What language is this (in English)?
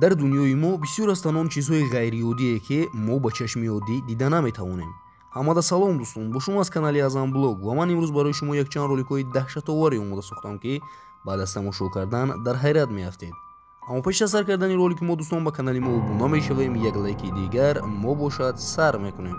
Tajik